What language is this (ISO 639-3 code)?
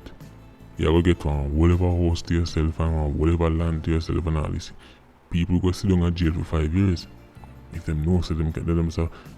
jam